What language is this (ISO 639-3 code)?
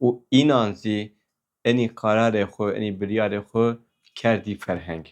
kur